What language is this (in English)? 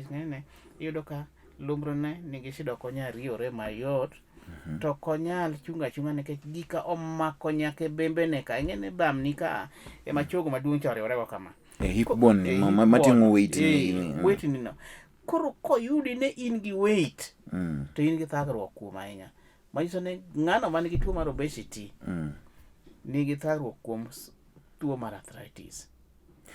Luo (Kenya and Tanzania)